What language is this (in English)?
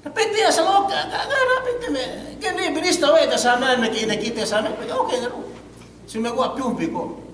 Yakan